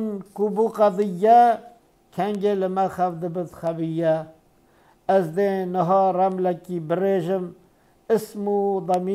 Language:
Kurdish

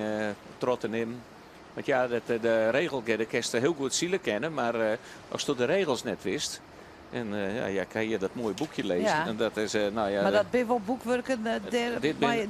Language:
Western Frisian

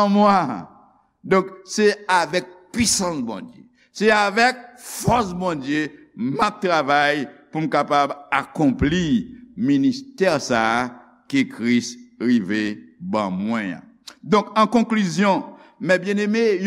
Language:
Haitian Creole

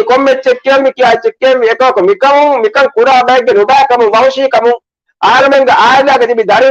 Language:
Divehi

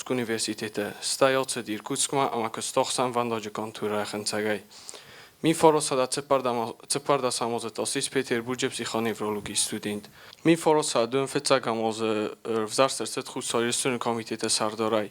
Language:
Ossetic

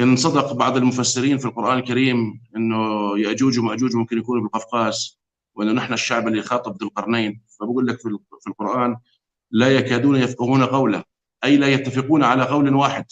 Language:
North Levantine Arabic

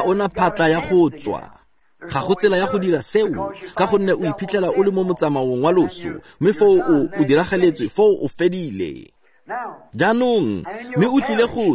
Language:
Tswana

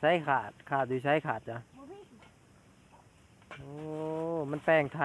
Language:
Lao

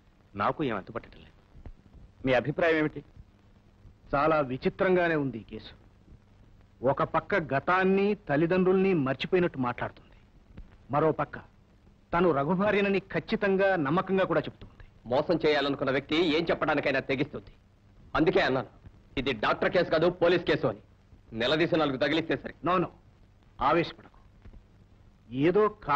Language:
Telugu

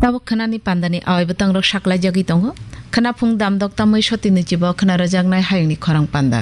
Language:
Kok Borok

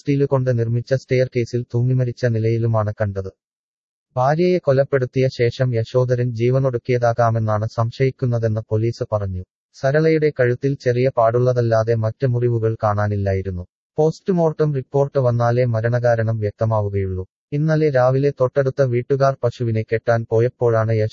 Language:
Malayalam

